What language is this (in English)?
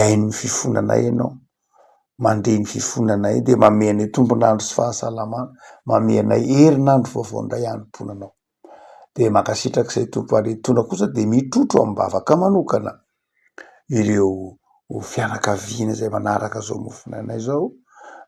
Malagasy